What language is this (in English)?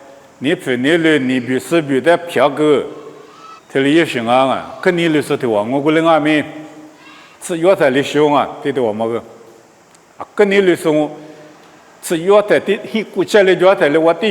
Lisu